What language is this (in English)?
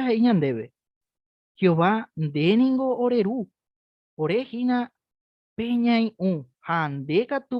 Guarani